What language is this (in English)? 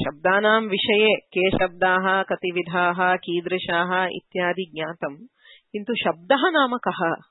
Sanskrit